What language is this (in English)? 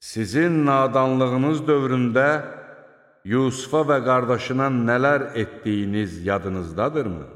Azerbaijani